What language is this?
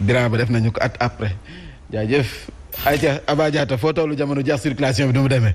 Wolof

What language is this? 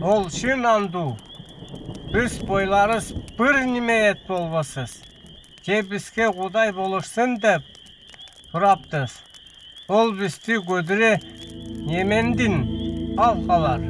Northern Altai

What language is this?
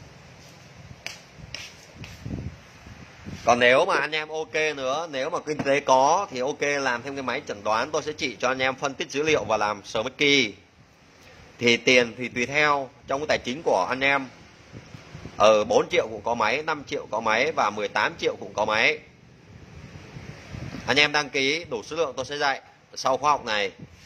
Vietnamese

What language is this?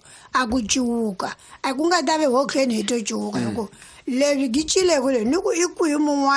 Tsonga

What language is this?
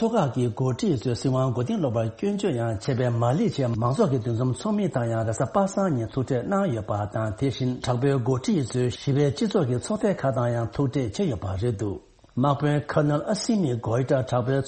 Tibetan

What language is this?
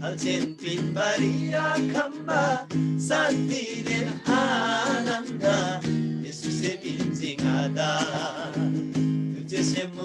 Eastern Tamang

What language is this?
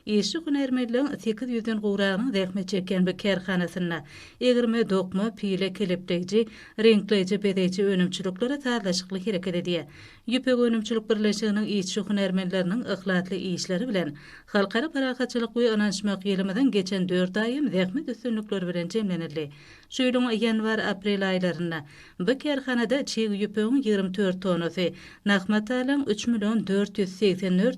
Turkmen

